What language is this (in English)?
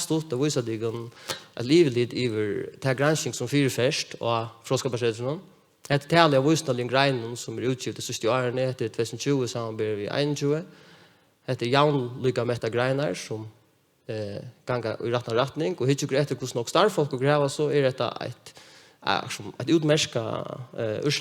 Faroese